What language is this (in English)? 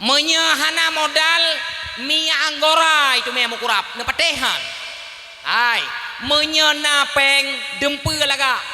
Achinese